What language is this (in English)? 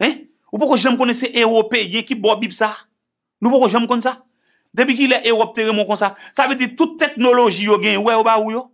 Haitian Creole